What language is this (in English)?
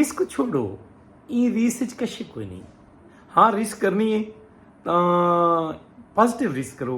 Saraiki